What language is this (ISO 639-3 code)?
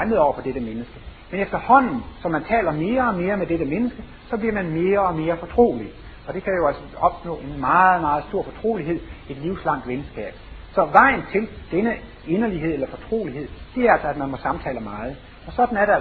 dan